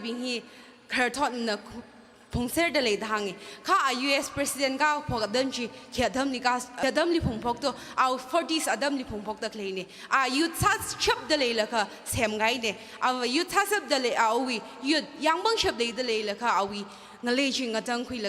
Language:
Tangkhul Naga (India)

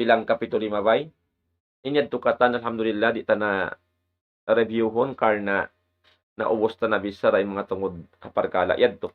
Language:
Tausug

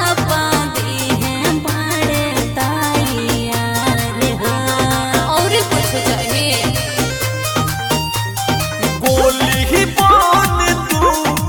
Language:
Bhojpuri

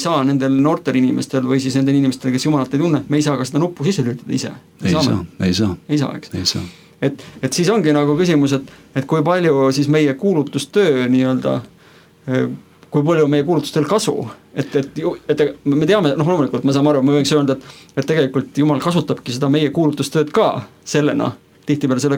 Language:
Estonian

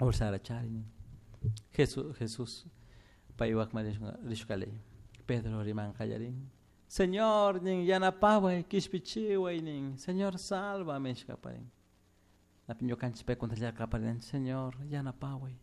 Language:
Chimborazo Highland Quichua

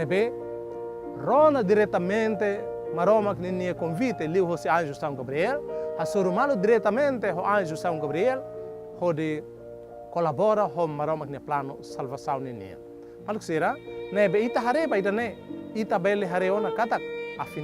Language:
Tetum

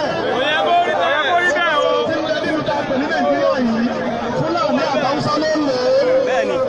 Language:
Yoruba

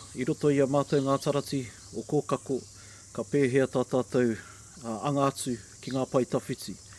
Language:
Māori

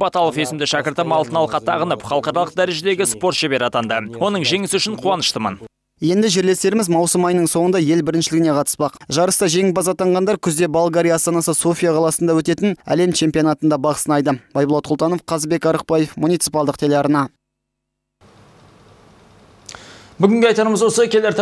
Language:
Kazakh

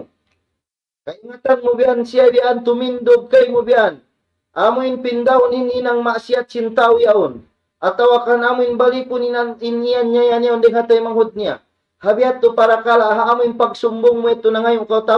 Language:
Tausug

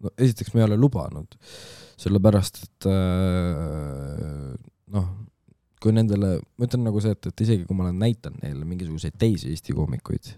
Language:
Estonian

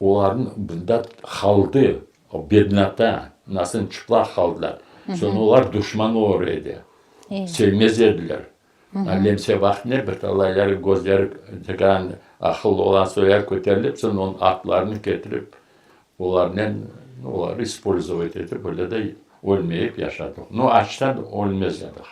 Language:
Crimean Tatar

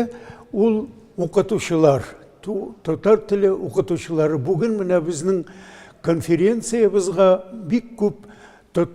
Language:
Tatar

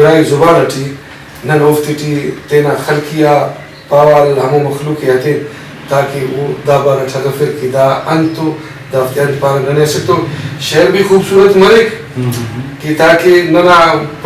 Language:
Brahui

